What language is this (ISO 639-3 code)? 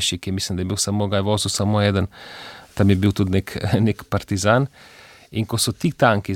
slv